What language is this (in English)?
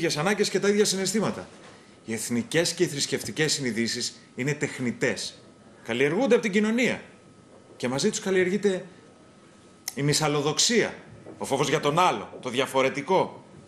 Greek